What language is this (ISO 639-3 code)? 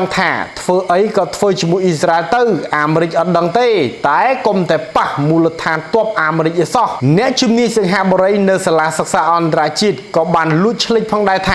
khm